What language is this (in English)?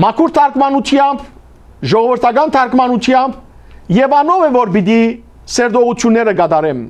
Western Armenian